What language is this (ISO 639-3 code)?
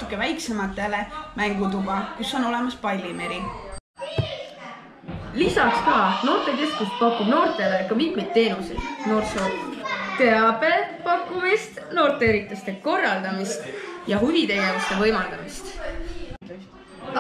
est